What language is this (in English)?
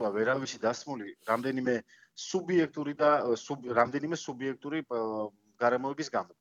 Georgian